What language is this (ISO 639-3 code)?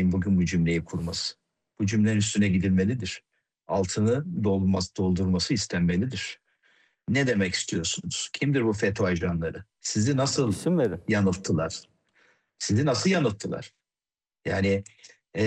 tur